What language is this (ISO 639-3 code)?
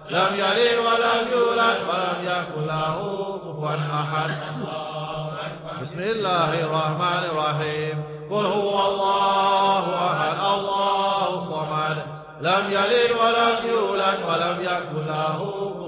ara